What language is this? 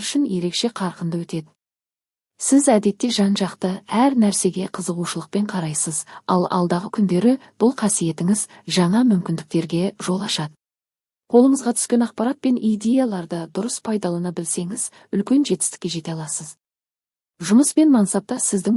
Kazakh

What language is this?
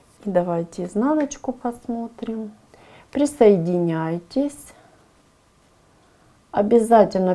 Russian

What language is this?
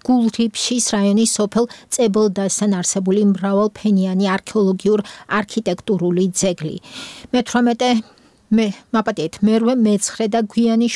Georgian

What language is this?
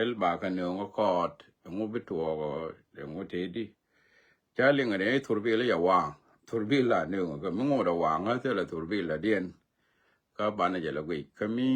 Nuer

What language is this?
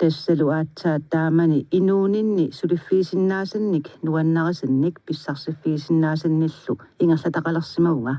Kalaallisut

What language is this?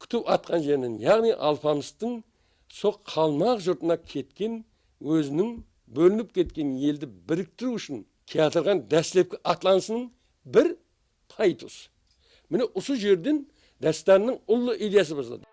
Kara-Kalpak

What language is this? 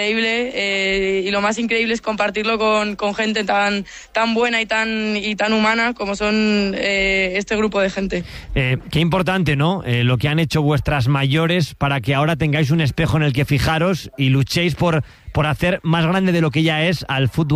Spanish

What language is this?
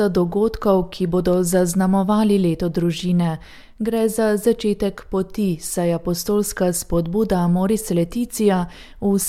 Slovenian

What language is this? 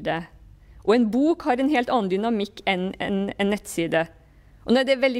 Norwegian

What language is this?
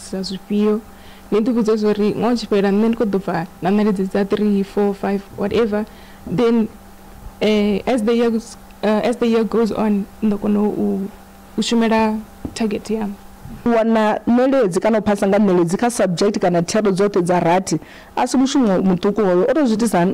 Venda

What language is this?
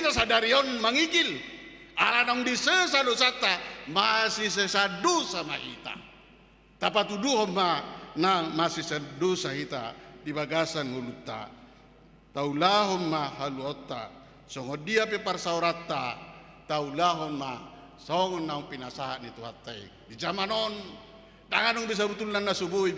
Batak Toba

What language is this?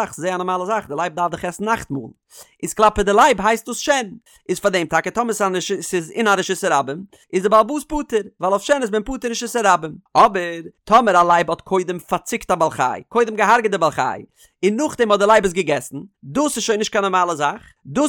Yiddish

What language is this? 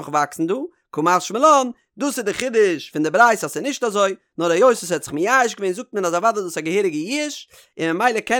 Yiddish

